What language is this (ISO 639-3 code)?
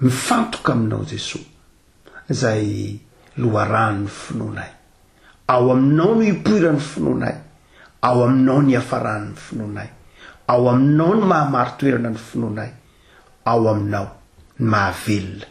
mlg